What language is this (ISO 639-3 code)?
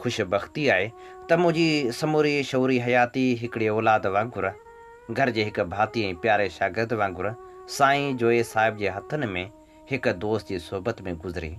snd